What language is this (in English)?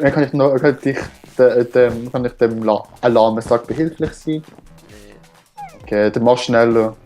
Swiss German